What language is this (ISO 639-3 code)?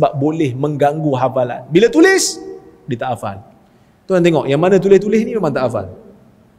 msa